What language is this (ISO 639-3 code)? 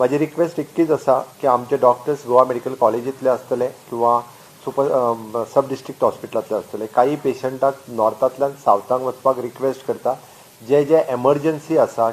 kok